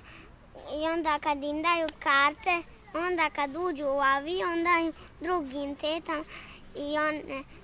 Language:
Bosnian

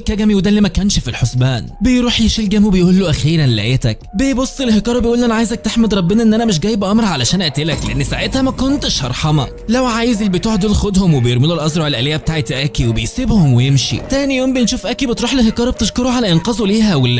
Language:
Egyptian Arabic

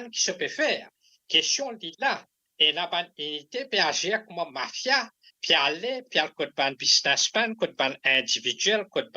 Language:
Morisyen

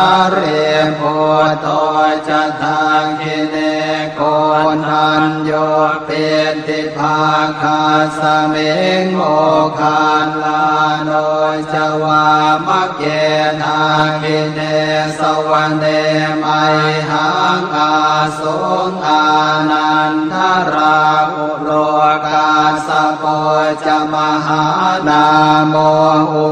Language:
Pali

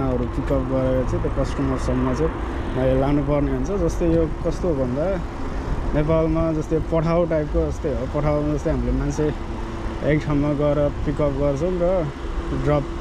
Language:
Nepali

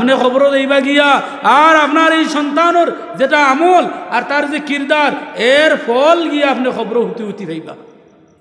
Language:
Sylheti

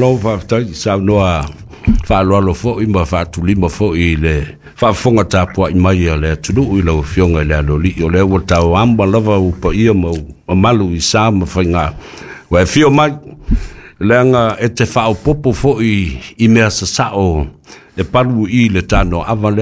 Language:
Samoan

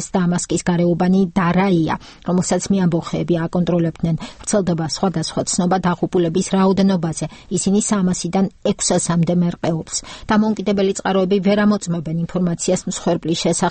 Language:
Georgian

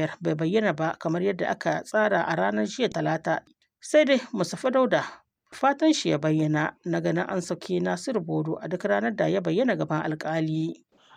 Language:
Hausa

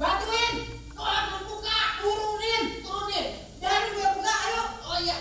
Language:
Betawi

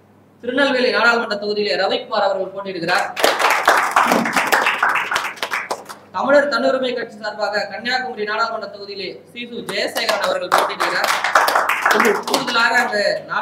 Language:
Tamil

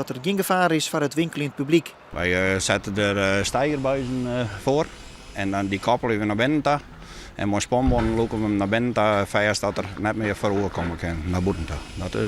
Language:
Western Frisian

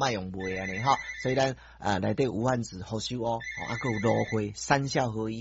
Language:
Min Nan Chinese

